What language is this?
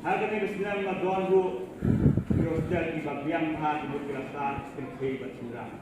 Khasi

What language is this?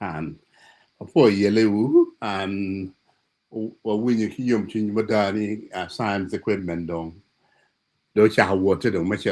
Acoli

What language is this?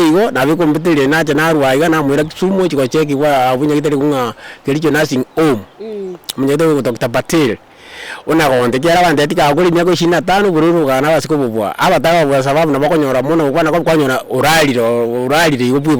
Gusii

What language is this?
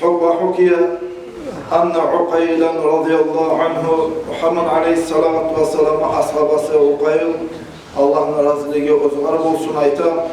Kumyk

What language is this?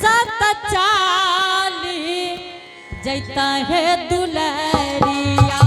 Angika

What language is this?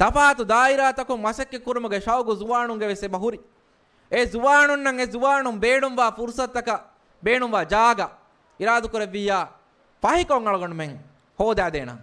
Divehi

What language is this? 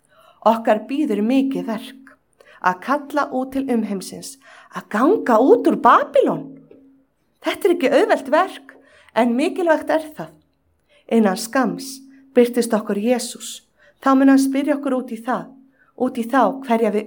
Icelandic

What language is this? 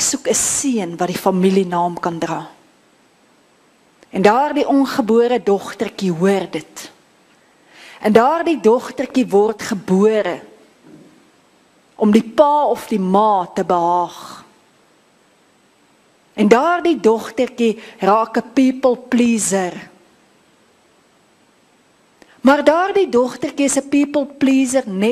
Afrikaans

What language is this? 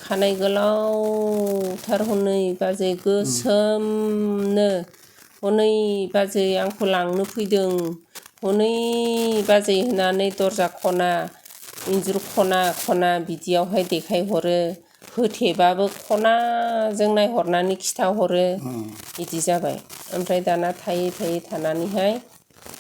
Bodo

